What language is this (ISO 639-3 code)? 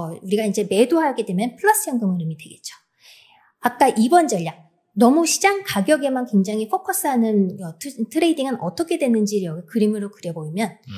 kor